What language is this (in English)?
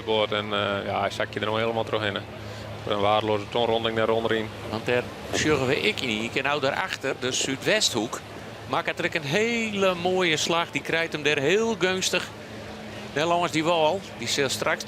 Western Frisian